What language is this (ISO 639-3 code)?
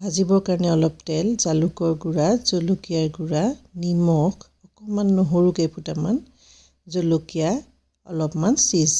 asm